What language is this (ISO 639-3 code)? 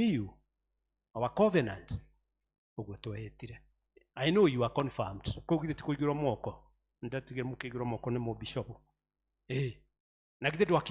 kik